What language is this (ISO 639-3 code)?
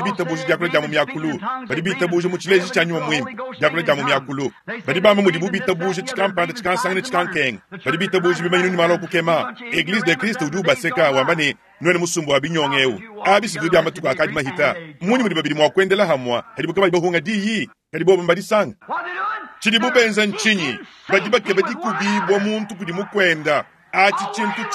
lua